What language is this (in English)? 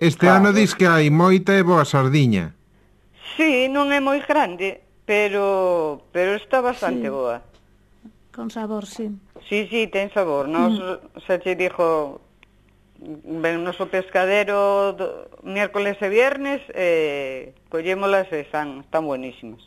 Galician